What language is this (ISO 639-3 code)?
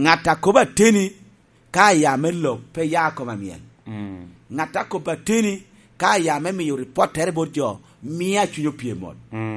laj